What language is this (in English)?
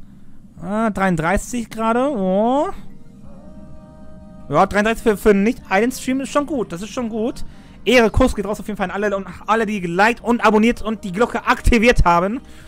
German